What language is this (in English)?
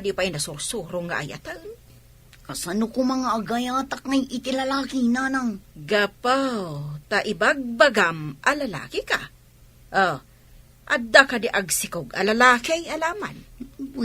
Iloko